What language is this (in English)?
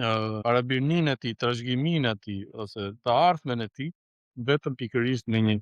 Albanian